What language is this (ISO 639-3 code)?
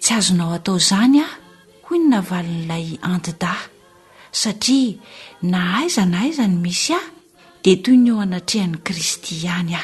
mlg